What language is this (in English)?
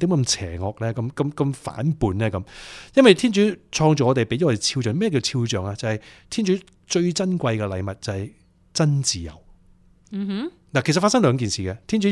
Cantonese